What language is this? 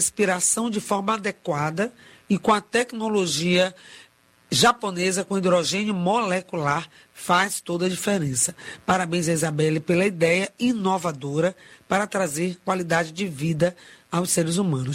Portuguese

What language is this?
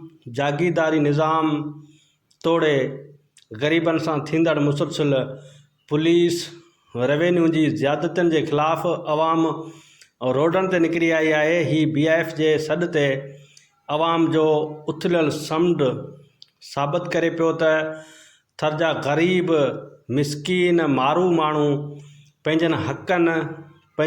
Sindhi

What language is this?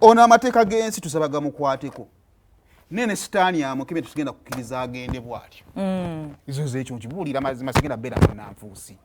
Ganda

